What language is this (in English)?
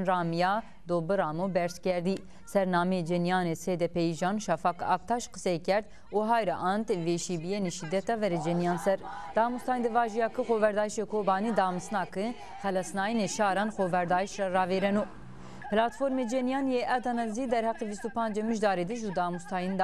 Zaza